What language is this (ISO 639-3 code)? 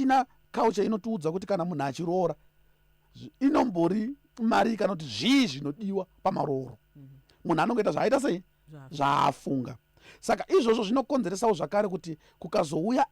sna